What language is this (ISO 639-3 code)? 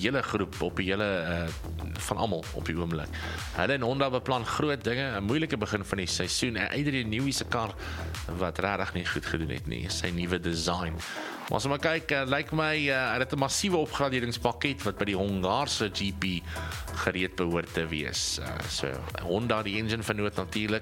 afr